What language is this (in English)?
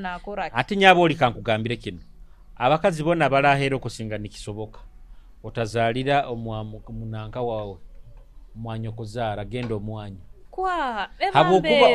Nyoro